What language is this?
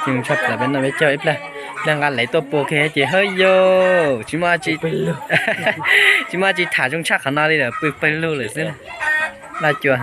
Hmong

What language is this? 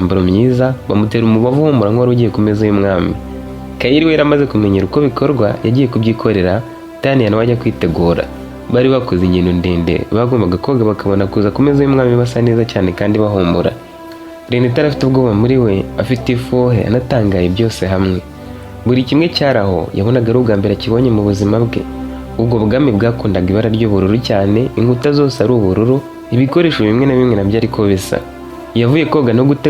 Kinyarwanda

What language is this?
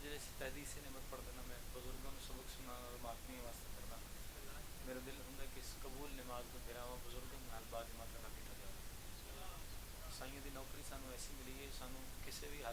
Pahari-Potwari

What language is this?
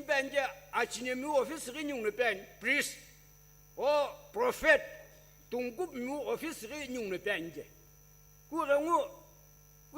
Sumi Naga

